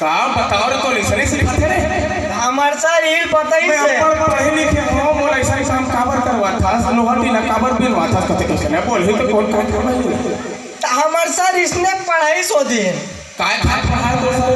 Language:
Chhattisgarhi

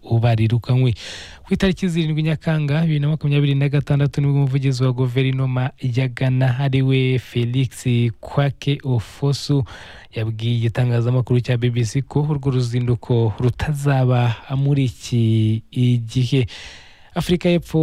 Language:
Kinyarwanda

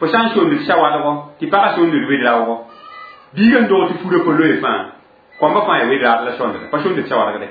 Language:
Mossi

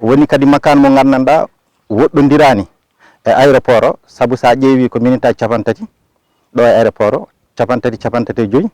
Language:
Fula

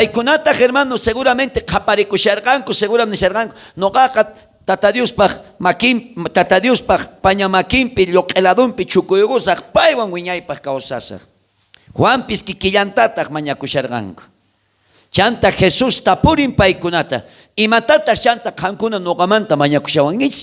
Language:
South Bolivian Quechua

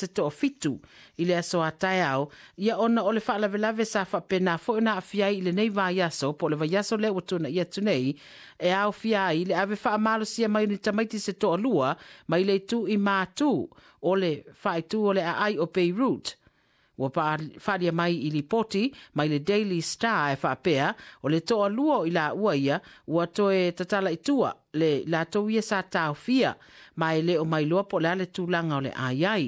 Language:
Samoan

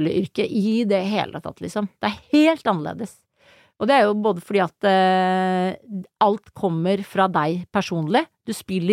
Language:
Norwegian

